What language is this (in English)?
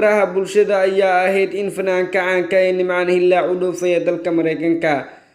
Somali